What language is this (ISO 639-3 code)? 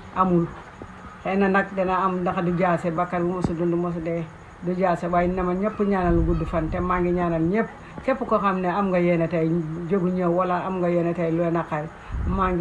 wol